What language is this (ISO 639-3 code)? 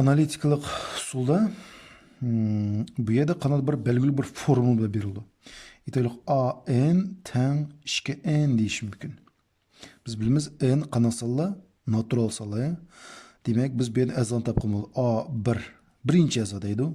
uig